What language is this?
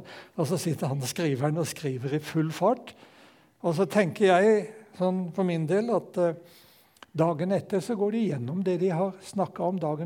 Norwegian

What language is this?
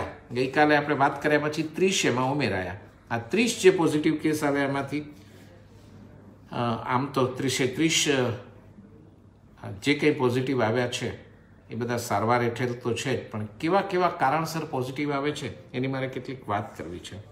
Gujarati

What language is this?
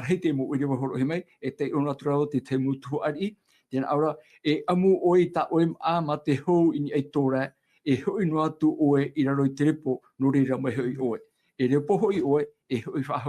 Tahitian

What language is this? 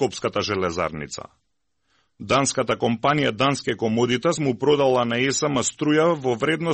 Macedonian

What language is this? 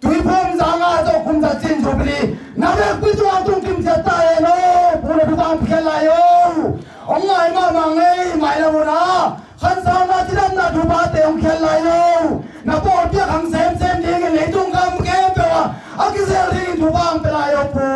Tedim Chin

